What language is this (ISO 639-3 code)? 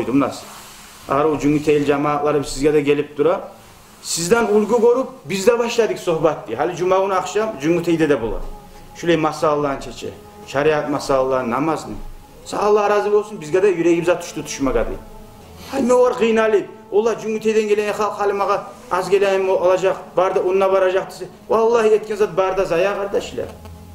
kum